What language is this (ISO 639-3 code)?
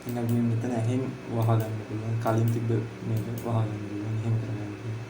sin